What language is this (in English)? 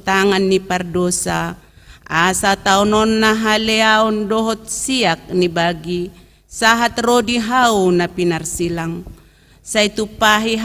Batak Toba